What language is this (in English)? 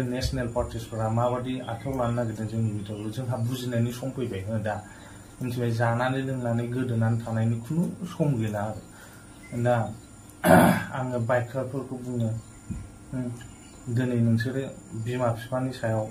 Bodo